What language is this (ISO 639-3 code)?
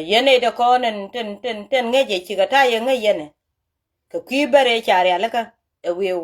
nus